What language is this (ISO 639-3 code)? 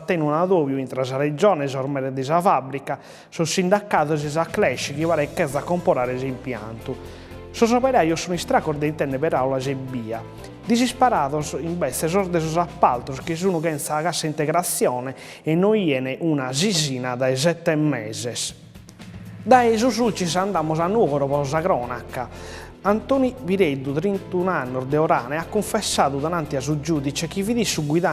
srd